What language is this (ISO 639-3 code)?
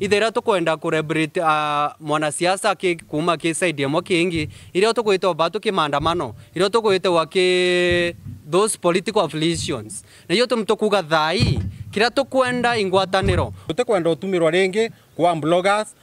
mer